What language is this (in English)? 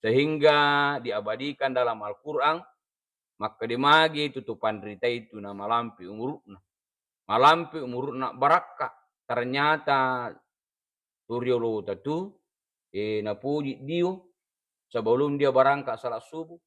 Buginese